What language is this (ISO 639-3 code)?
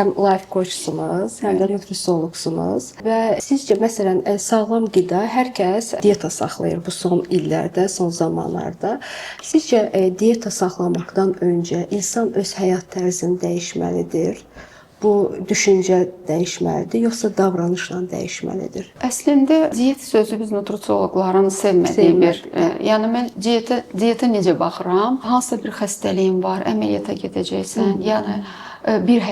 aze